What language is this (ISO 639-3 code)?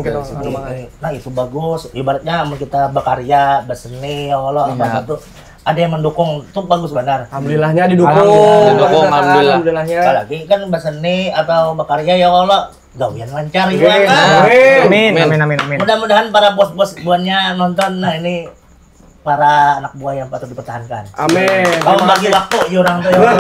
bjn